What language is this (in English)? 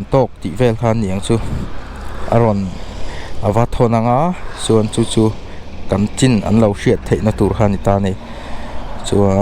Mizo